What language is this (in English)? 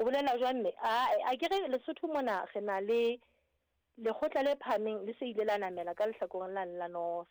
Southern Sotho